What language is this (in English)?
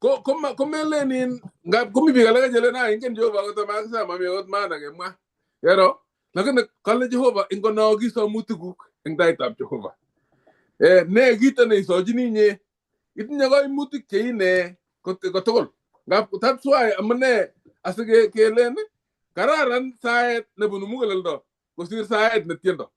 Kalenjin